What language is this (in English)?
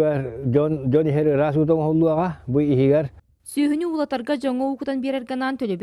Yakut